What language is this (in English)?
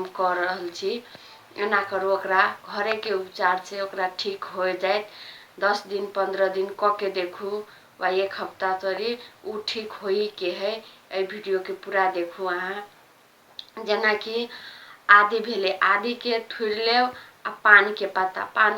Maithili